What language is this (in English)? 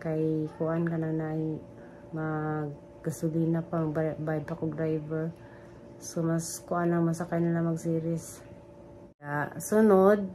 Cebuano